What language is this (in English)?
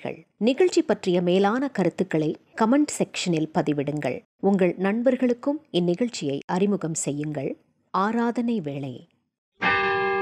Tamil